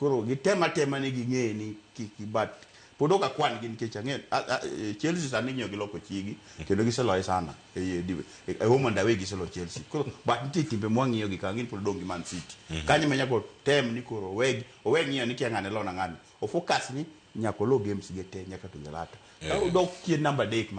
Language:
Luo (Kenya and Tanzania)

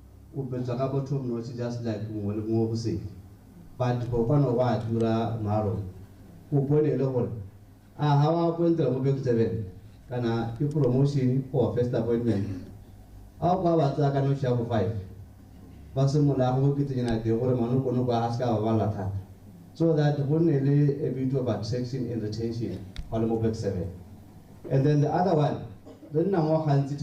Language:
Tswana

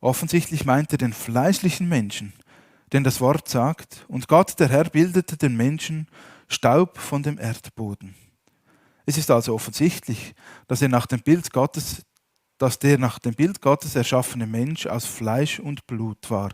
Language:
Swiss German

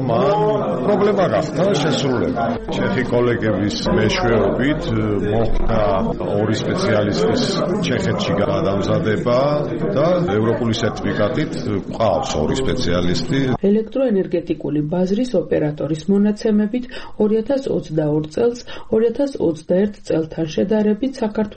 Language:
Georgian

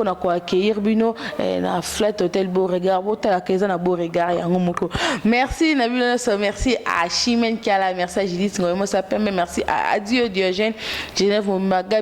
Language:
Lingala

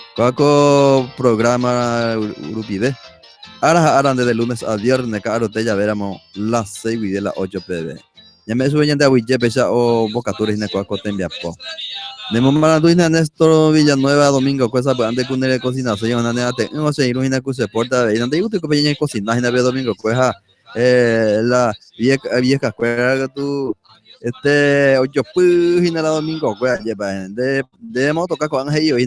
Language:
Guarani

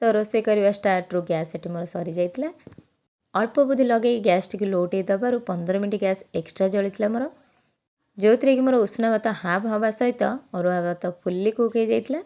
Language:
Odia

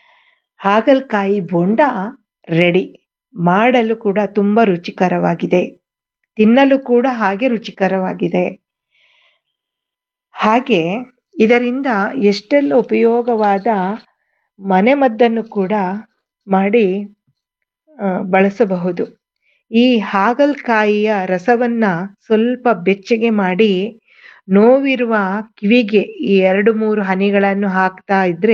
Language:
Kannada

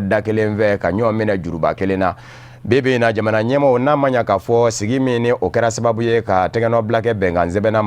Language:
Bambara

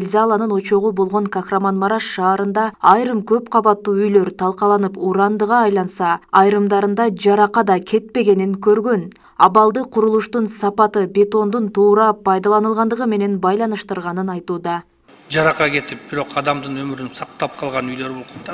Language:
Kyrgyz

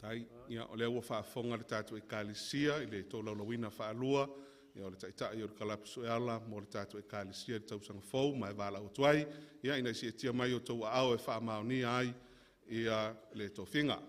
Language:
Samoan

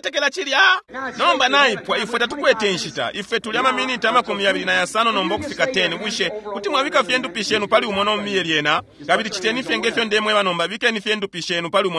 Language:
Bemba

